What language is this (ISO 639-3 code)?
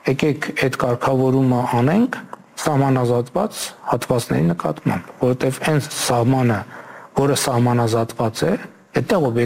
hye